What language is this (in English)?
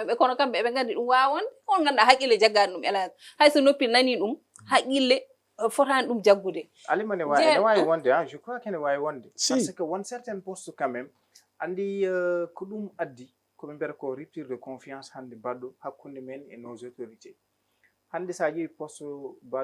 Fula